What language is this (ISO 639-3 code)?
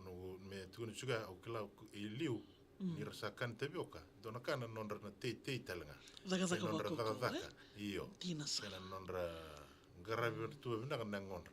fij